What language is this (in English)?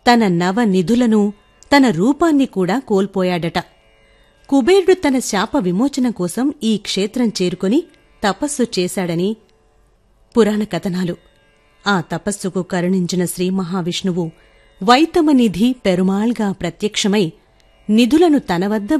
Telugu